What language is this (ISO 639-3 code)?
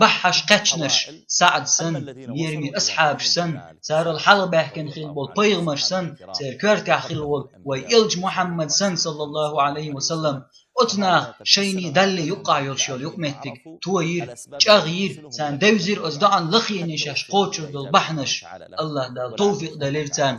che